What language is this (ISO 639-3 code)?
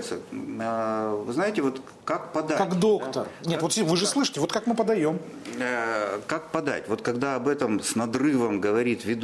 rus